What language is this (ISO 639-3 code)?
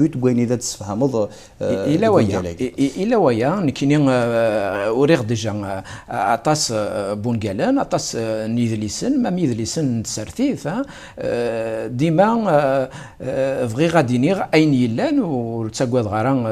kab